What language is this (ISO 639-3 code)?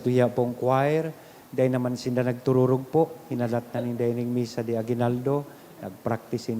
bik